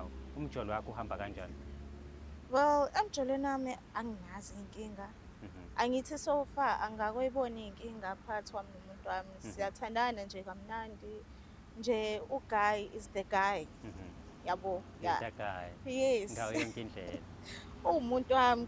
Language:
Zulu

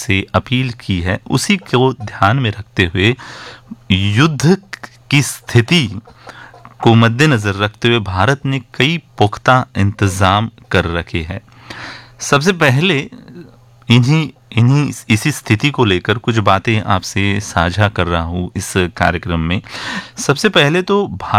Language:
Hindi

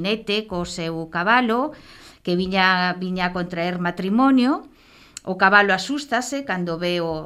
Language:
Galician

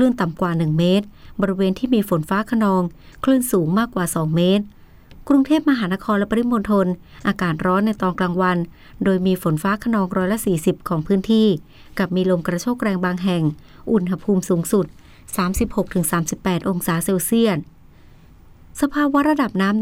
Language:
Thai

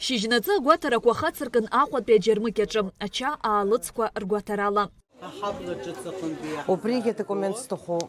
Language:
Abkhazian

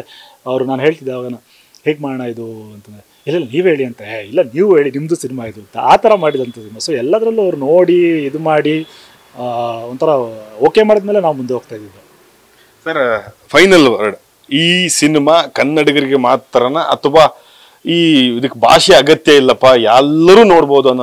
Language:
Kannada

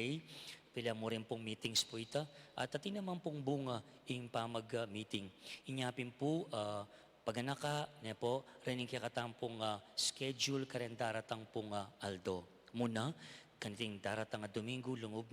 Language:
Pampanga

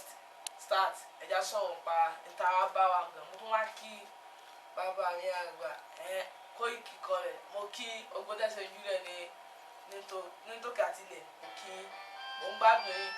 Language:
Yoruba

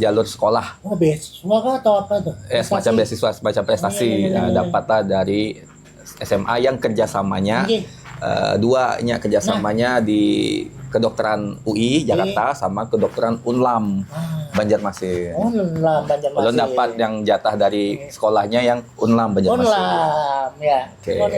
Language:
Banjar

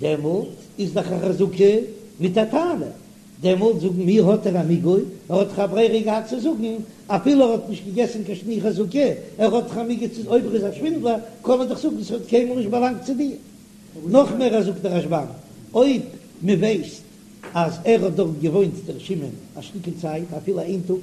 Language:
Yiddish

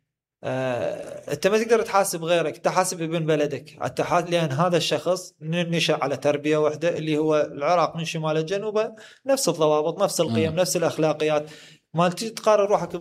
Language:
Mesopotamian Arabic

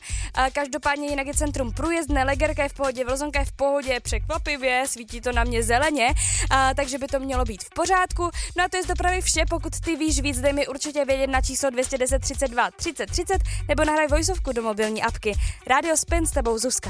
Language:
Czech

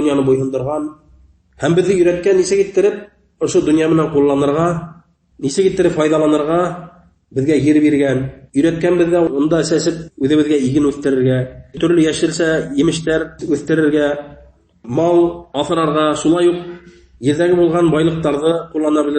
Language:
Bashkir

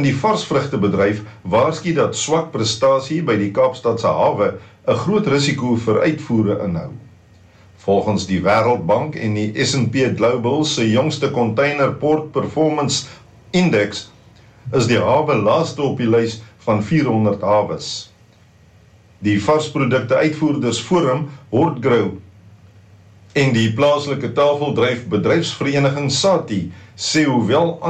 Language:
Afrikaans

